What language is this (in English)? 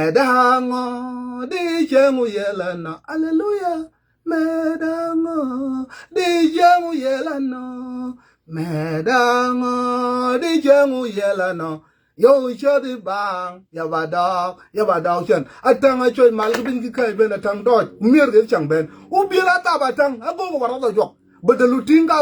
Nuer